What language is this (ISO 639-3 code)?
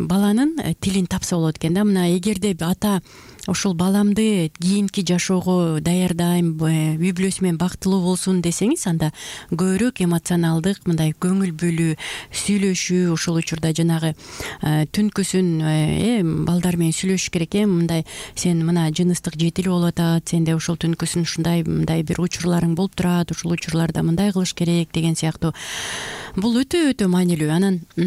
kir